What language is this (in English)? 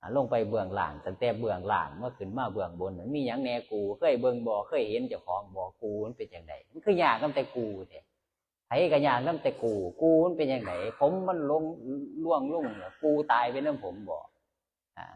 Northeastern Thai